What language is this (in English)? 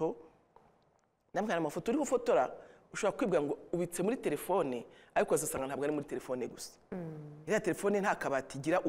Kinyarwanda